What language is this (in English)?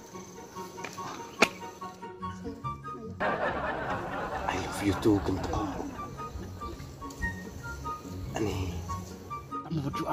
Khasi